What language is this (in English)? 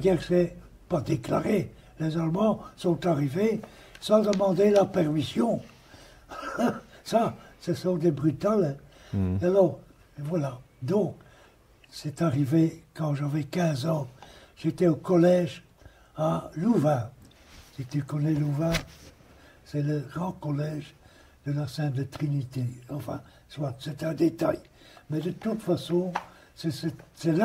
French